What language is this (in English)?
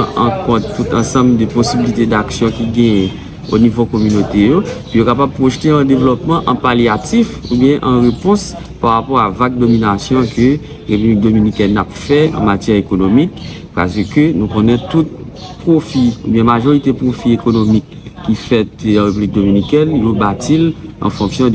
Haitian Creole